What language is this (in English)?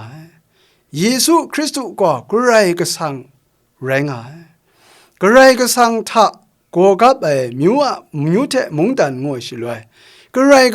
Kachin